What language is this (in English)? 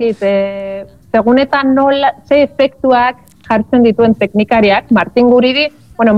Basque